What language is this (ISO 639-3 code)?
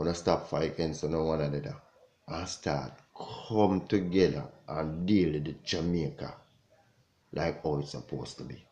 jam